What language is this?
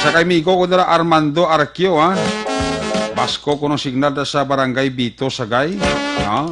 Hiligaynon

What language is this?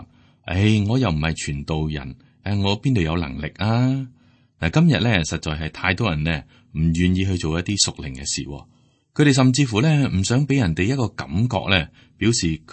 Cantonese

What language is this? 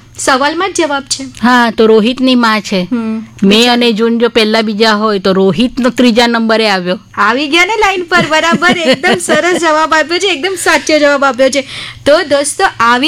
Gujarati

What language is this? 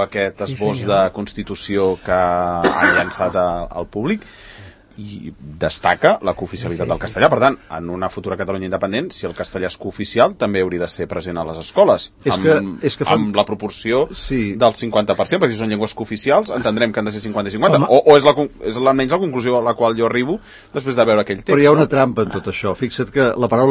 Catalan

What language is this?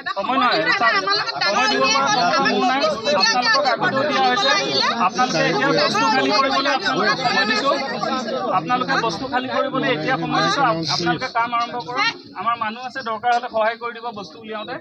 Assamese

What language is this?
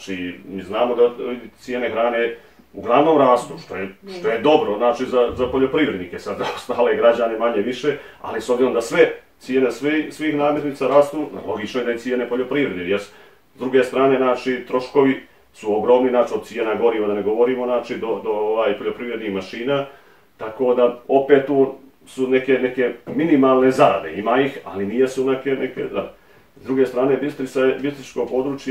Bosnian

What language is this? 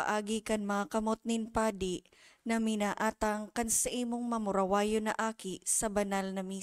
Bikol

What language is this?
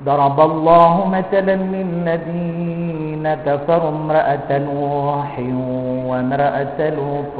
Maranao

